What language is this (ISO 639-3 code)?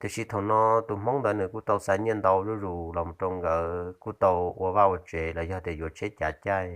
hmn